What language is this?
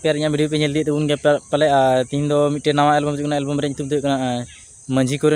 Santali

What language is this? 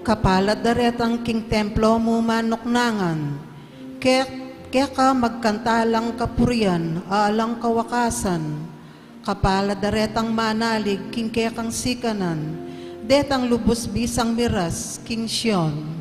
Pampanga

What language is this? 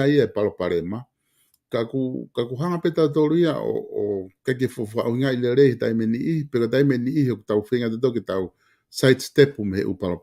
Tongan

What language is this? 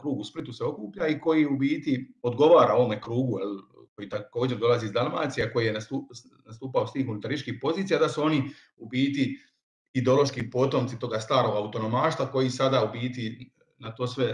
Croatian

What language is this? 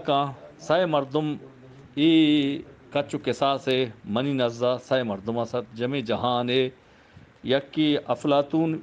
Eastern Balochi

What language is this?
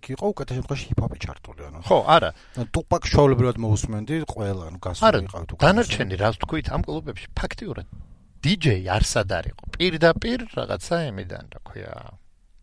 Georgian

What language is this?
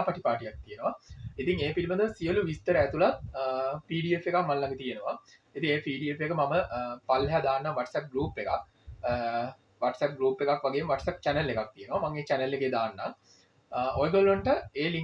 Sinhala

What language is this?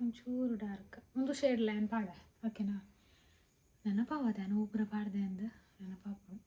Tulu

